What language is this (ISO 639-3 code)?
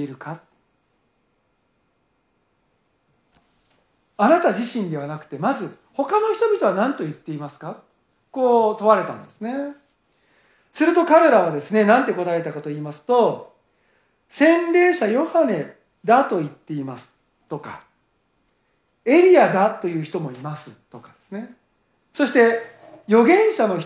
jpn